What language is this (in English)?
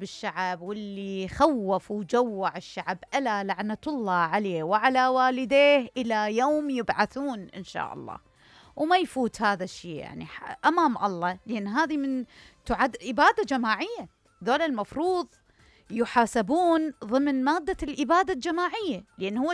Mesopotamian Arabic